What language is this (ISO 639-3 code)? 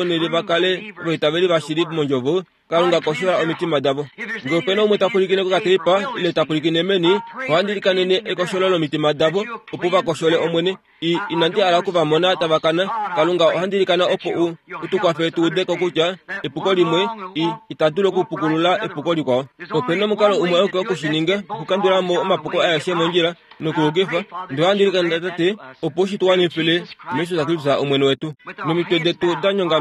kua